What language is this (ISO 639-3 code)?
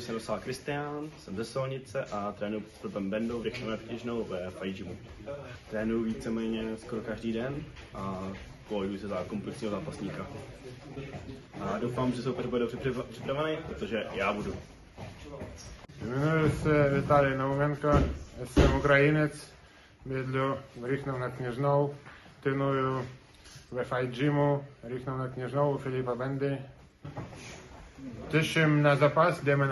ces